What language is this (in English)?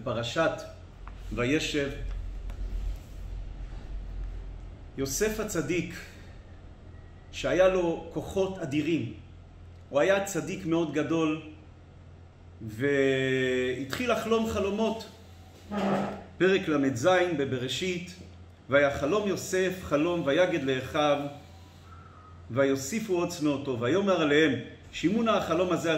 Hebrew